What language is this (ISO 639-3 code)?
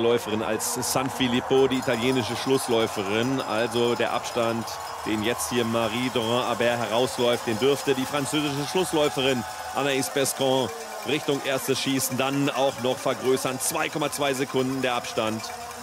deu